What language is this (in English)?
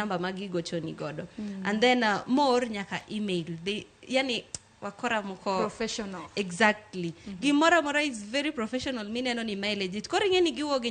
Luo (Kenya and Tanzania)